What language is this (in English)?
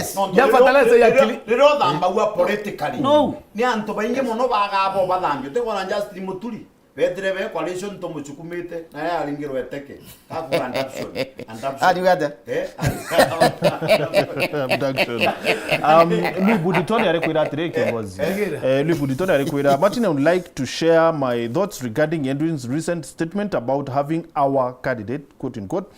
Meru